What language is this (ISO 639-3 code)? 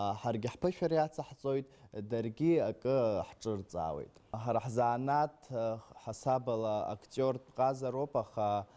abk